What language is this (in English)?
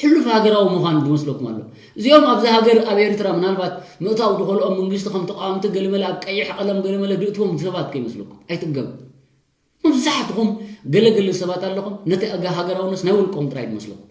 Tigrinya